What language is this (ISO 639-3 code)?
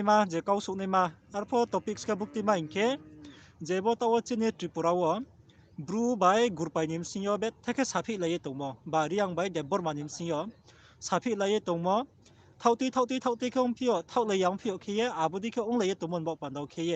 ria